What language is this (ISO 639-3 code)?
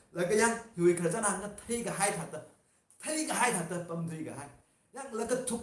nmf